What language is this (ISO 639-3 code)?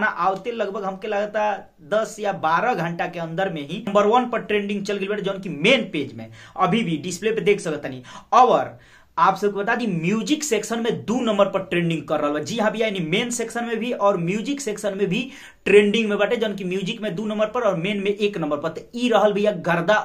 bho